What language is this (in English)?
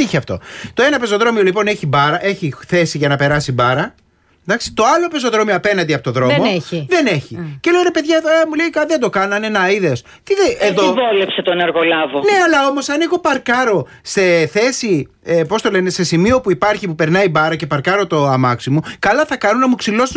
Greek